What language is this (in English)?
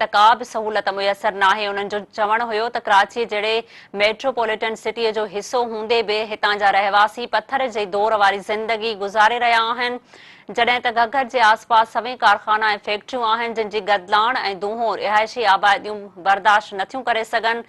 Sindhi